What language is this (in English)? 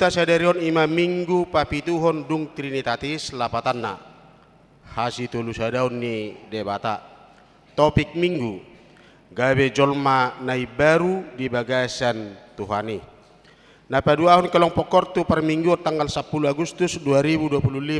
Batak Toba